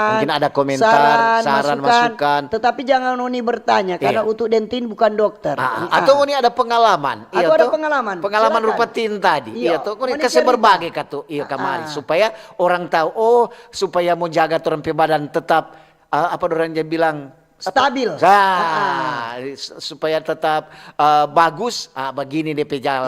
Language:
Manado Malay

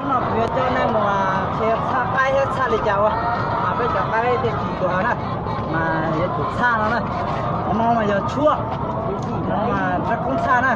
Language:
Hmong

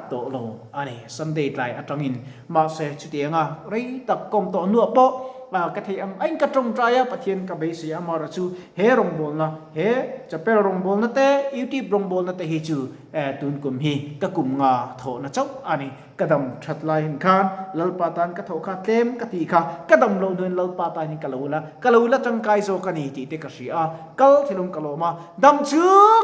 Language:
Mizo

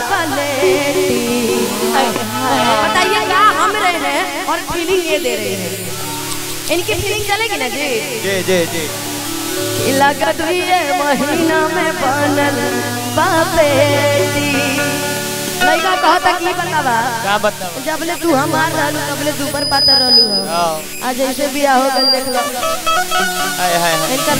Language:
Bhojpuri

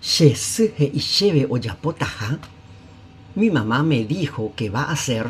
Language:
Guarani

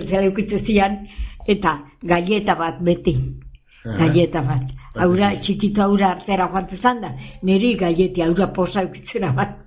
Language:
Basque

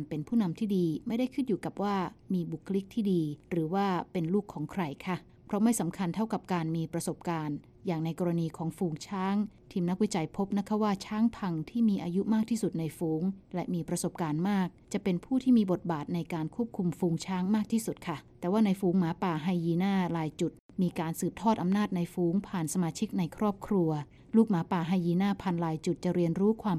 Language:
Thai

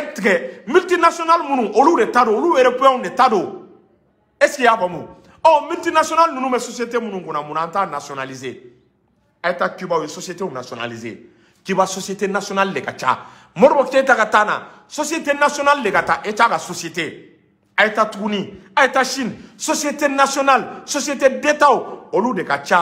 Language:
Bambara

